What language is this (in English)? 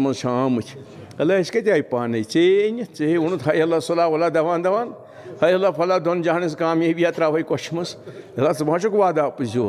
Kashmiri